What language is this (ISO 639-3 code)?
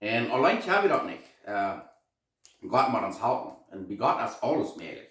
pdt